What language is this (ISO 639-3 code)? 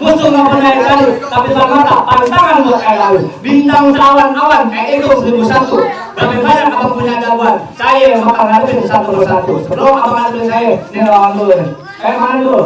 bew